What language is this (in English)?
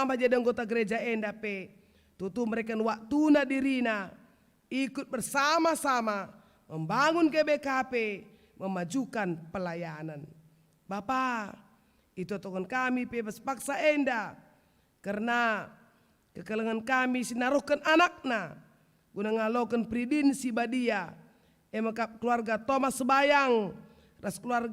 Batak Karo